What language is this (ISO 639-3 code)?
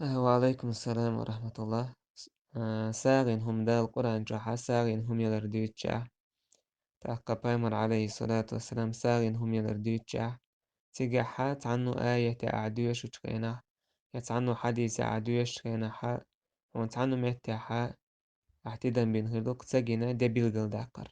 che